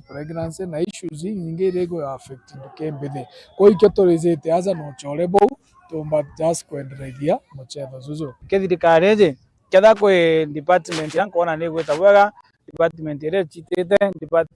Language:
Meru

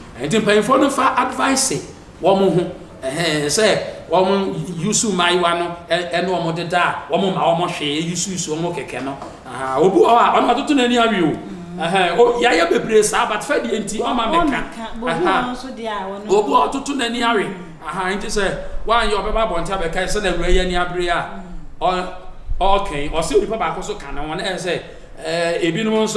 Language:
Akan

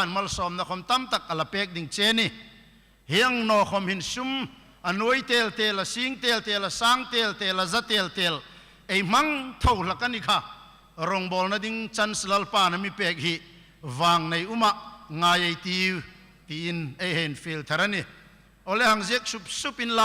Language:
Hmar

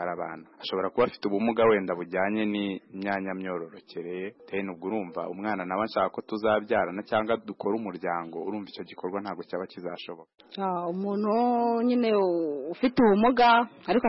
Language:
Kinyarwanda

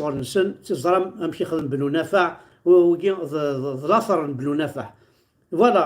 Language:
Kabyle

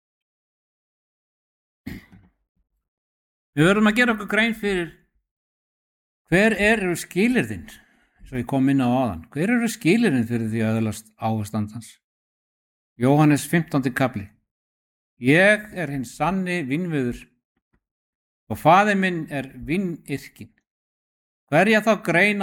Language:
Icelandic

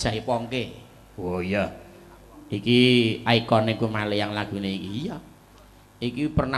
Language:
Javanese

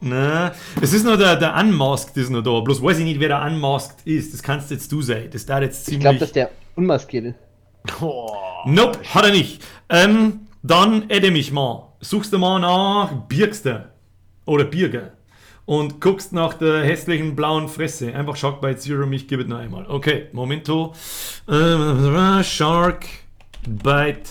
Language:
Bavarian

